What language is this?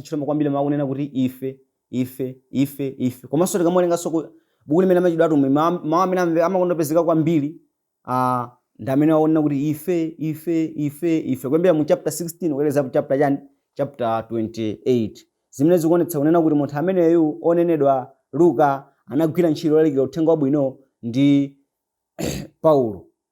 Nyanja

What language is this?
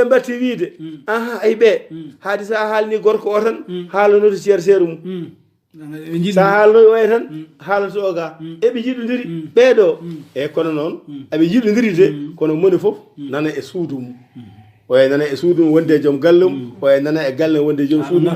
Fula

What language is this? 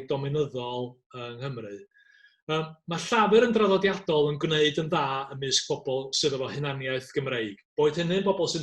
Welsh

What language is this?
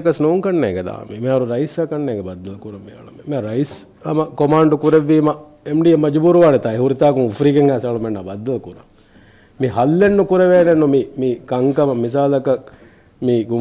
Divehi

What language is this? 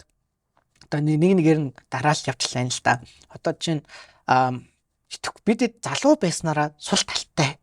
Mongolian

